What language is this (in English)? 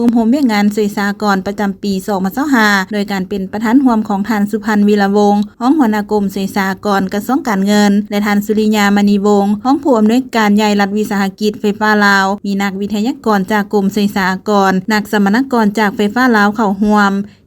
Lao